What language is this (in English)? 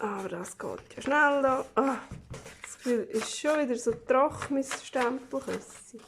Swiss German